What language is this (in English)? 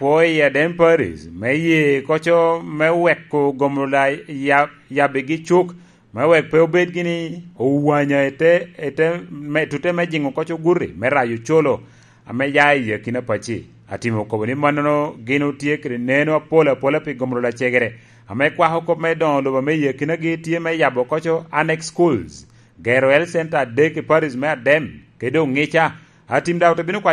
Lango (Uganda)